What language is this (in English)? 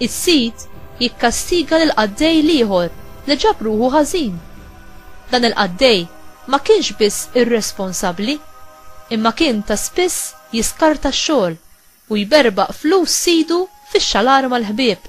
Maltese